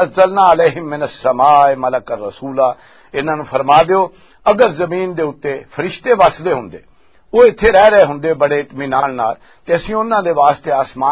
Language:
Western Panjabi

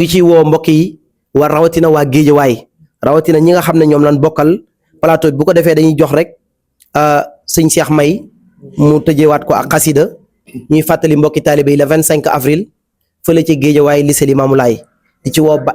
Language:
Wolof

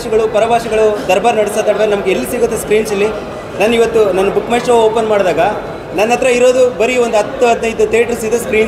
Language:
Kannada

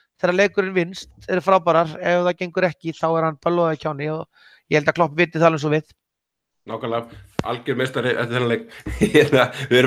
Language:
Icelandic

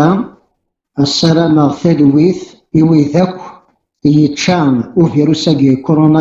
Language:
Kabyle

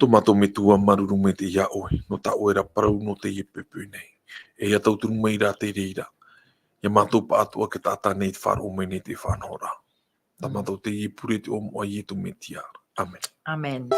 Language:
Tahitian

